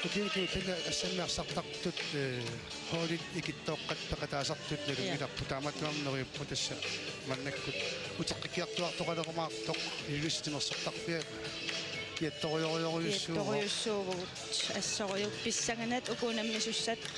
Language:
Kalaallisut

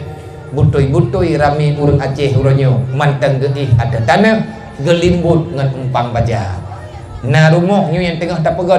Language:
Achinese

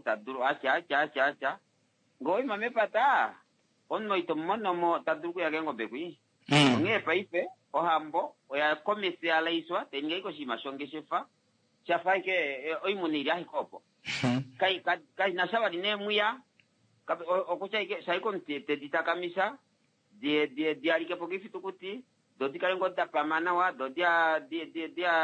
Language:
Kuanyama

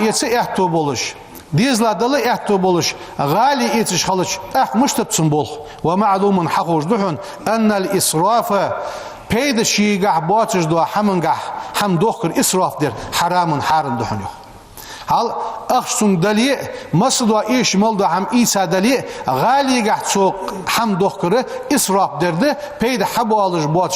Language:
Ingush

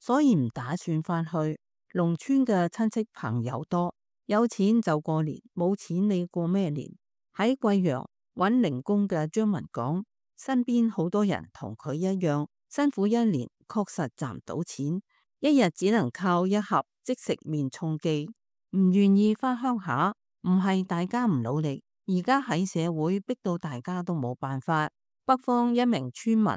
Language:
Cantonese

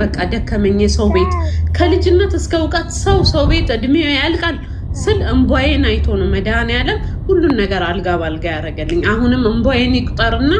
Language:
Amharic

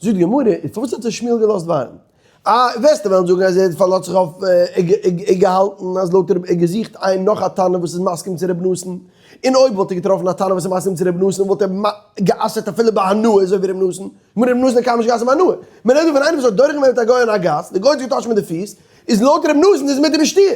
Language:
Yiddish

